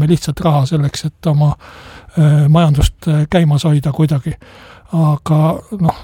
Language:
Estonian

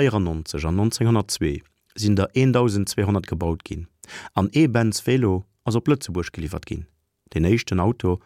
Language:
Luxembourgish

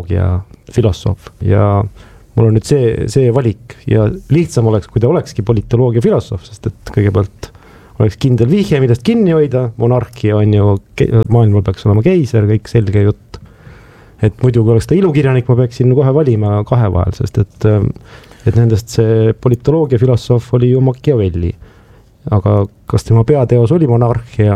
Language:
Estonian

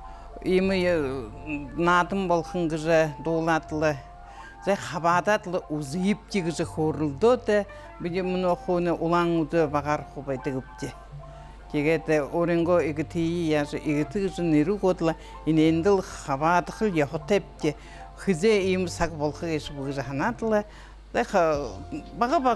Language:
Buriat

